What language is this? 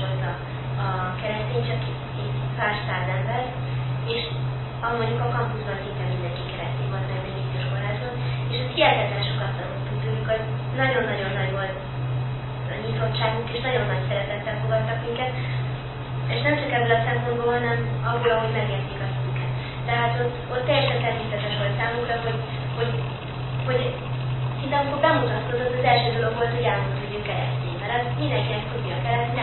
Hungarian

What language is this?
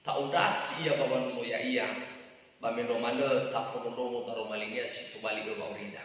Nias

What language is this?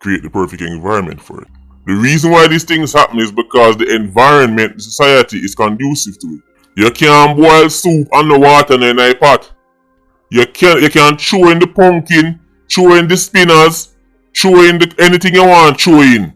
Jamaican Creole English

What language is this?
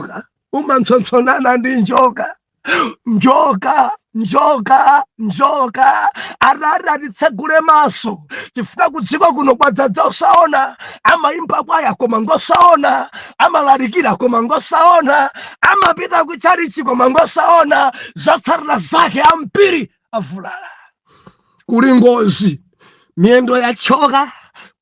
Nyanja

